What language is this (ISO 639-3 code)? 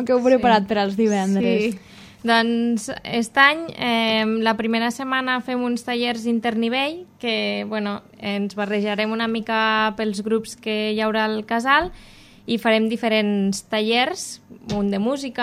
cat